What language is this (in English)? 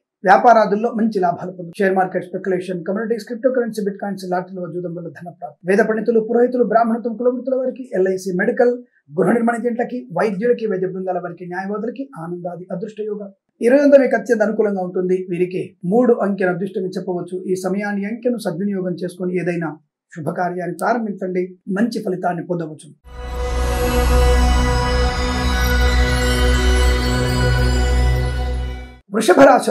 Telugu